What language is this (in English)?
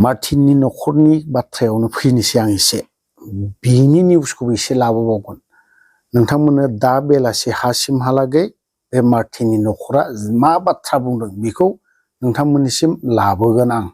Bodo